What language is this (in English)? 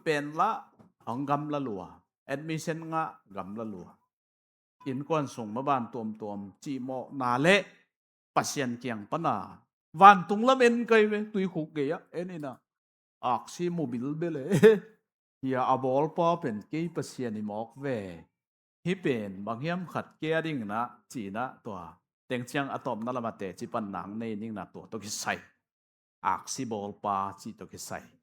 Tedim Chin